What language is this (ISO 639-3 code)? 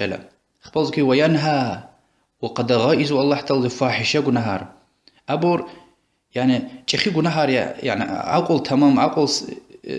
lez